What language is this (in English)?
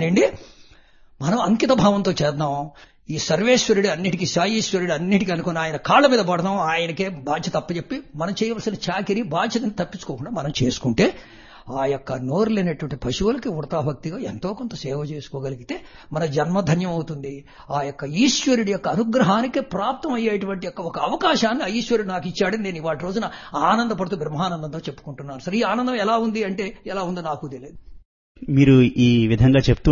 Telugu